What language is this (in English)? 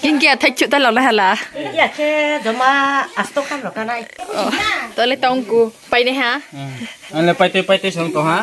Riang (India)